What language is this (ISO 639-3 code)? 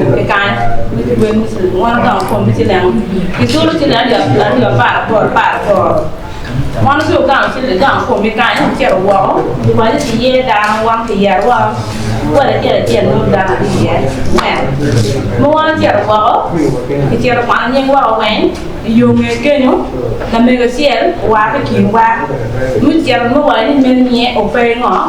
ach